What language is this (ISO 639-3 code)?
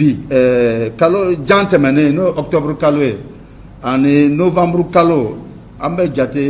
bam